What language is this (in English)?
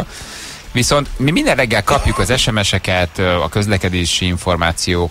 Hungarian